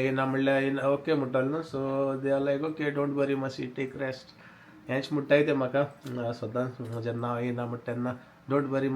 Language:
Konkani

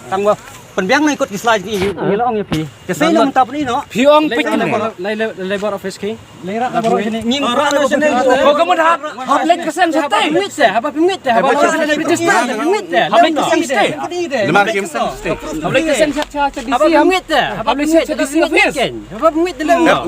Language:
Khasi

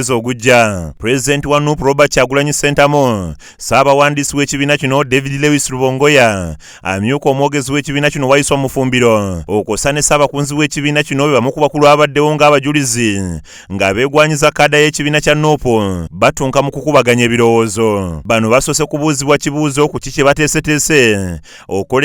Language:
Ganda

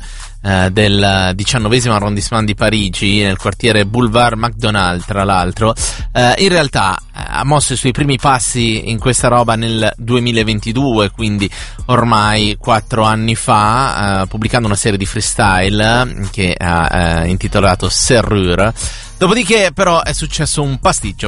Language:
Italian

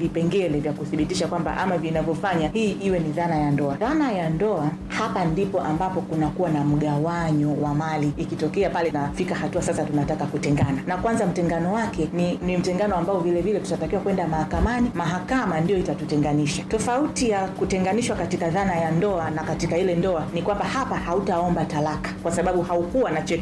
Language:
Swahili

